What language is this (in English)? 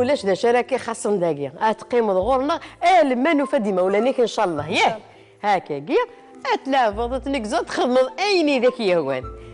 Kabyle